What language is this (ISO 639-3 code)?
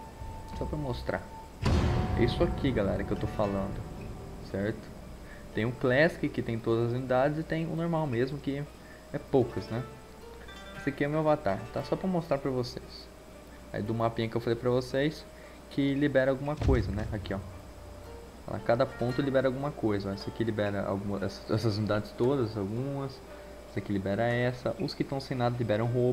por